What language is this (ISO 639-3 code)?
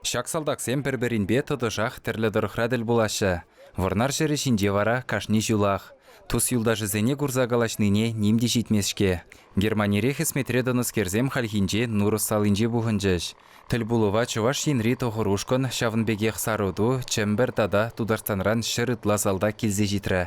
chv